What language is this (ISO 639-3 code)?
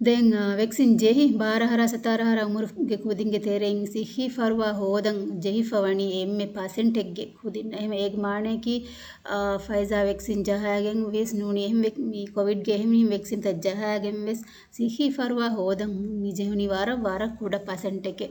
div